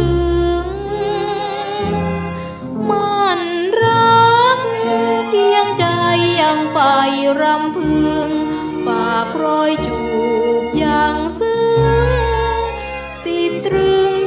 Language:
Thai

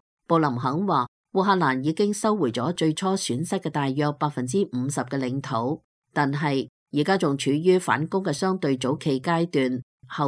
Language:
Cantonese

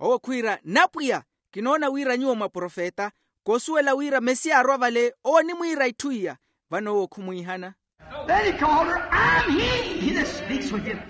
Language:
Makhuwa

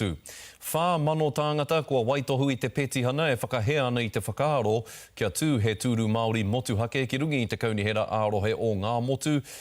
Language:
Māori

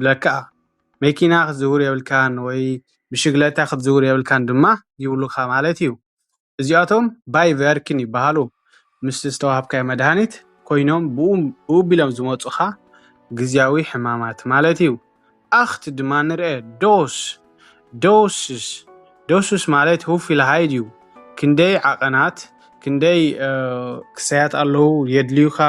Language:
Tigrinya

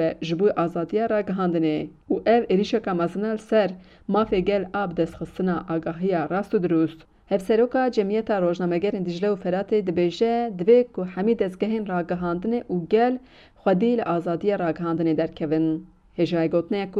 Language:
Kurdish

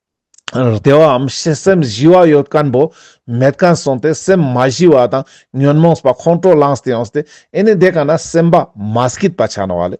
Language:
Ladakhi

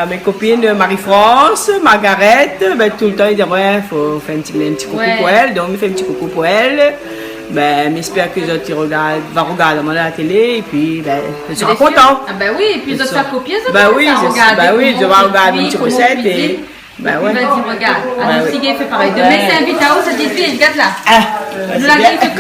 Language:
Réunion Creole French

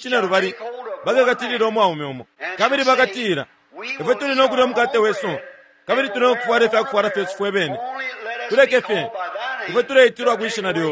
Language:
Bemba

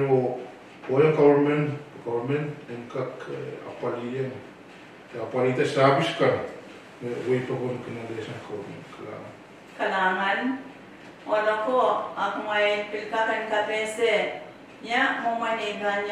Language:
Pohnpeian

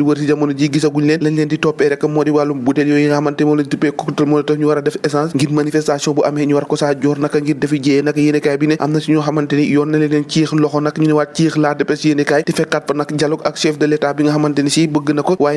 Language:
Wolof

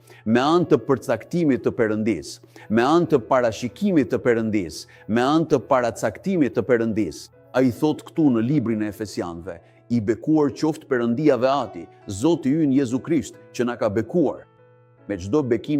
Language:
Albanian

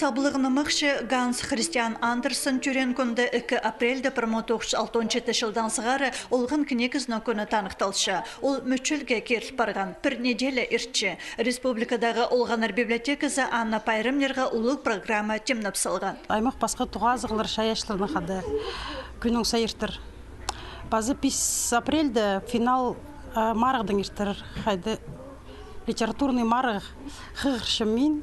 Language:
Khakas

